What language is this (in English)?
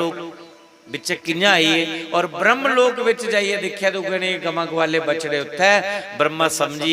Dogri